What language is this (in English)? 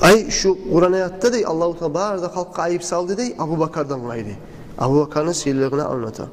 Kumyk